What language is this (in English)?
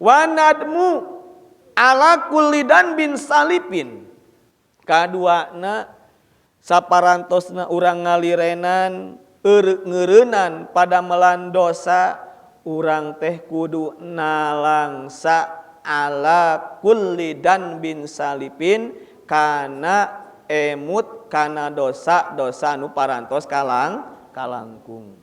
Sundanese